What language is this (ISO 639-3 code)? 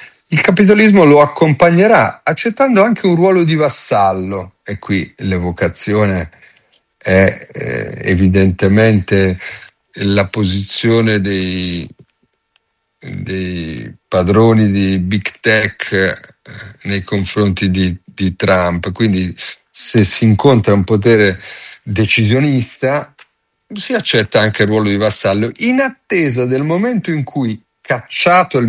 ita